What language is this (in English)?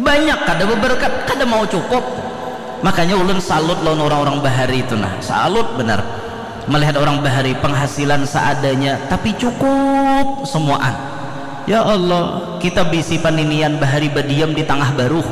Banjar